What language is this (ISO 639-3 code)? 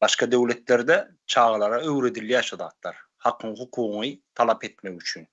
tuk